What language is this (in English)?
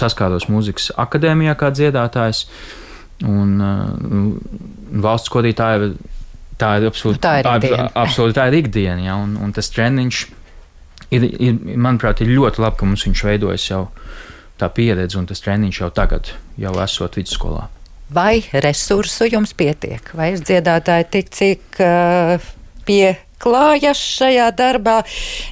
Latvian